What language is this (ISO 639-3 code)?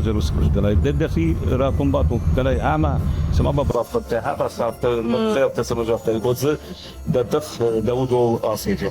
oss